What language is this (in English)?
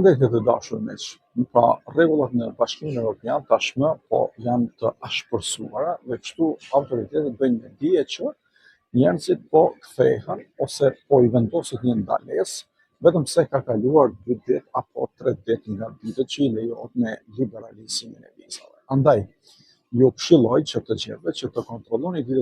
Albanian